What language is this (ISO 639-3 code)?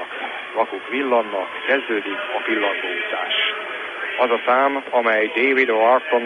hun